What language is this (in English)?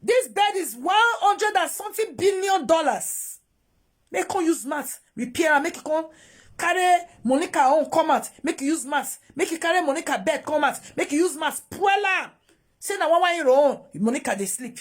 Nigerian Pidgin